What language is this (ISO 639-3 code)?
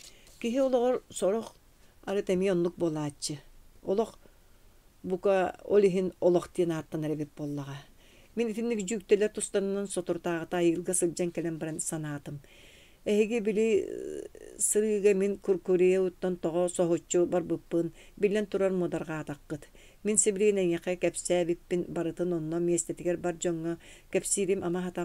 sah